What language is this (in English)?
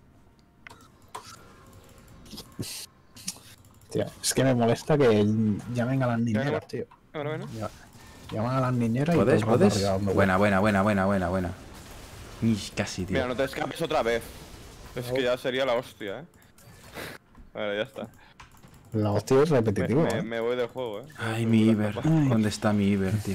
Spanish